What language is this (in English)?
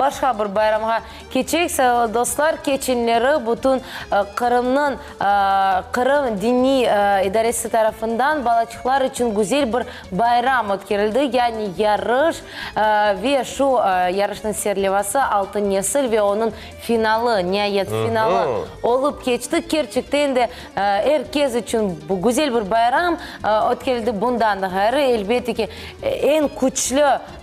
Crimean Tatar